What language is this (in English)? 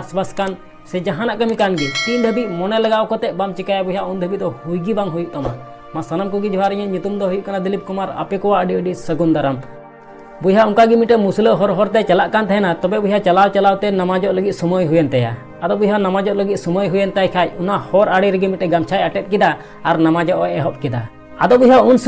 Santali